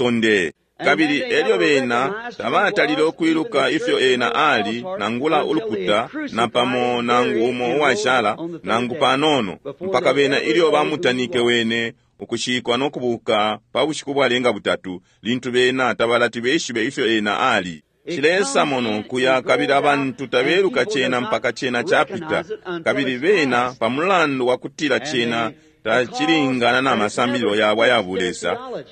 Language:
Bemba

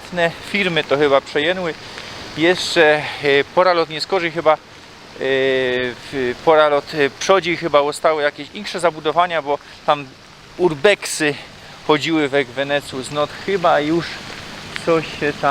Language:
Silesian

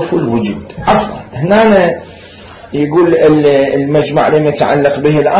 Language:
Mesopotamian Arabic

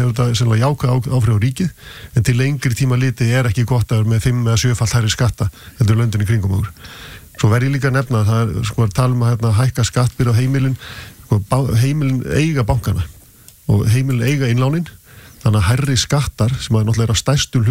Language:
Icelandic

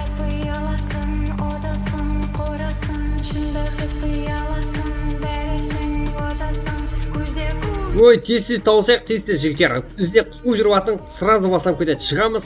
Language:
Kara-Kalpak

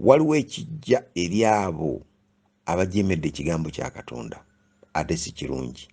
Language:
Ganda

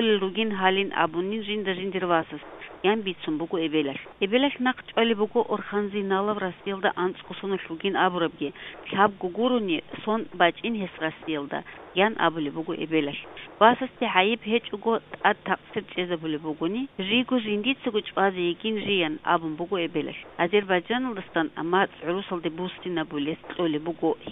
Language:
Avaric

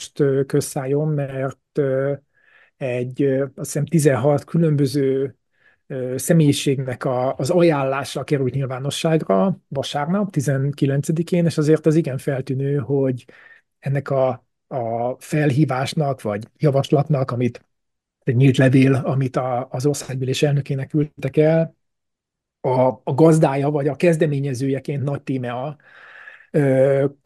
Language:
Hungarian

